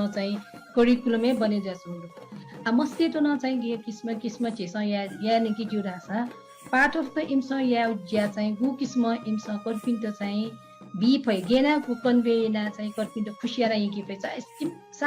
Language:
Newari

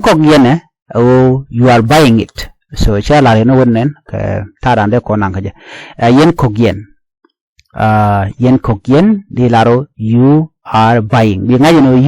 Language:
Nuer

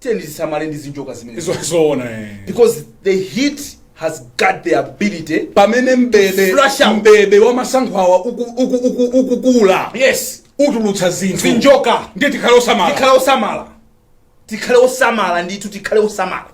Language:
Nyanja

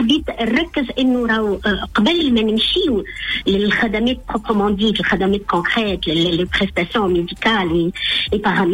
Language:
Tunisian Arabic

